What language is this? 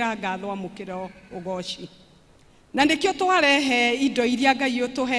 Kikuyu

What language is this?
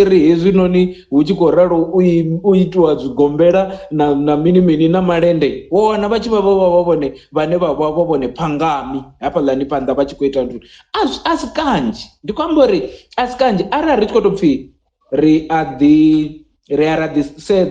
Venda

